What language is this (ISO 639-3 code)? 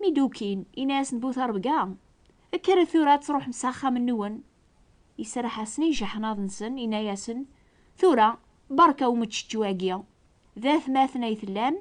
kab